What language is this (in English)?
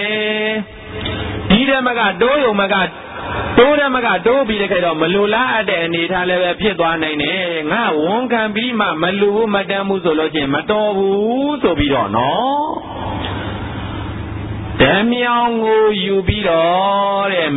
Burmese